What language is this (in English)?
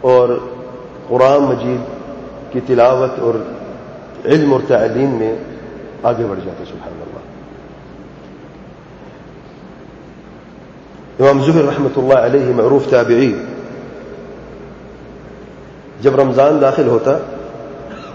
Urdu